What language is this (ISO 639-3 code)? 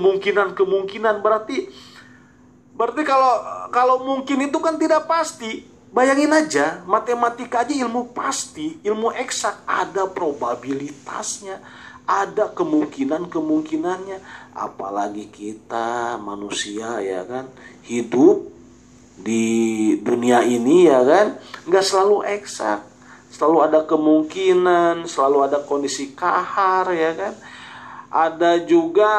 ind